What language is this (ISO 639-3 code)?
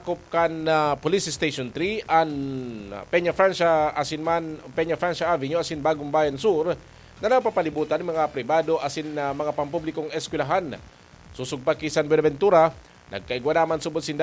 bik